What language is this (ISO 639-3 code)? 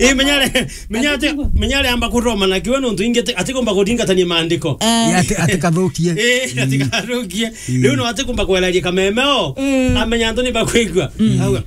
mer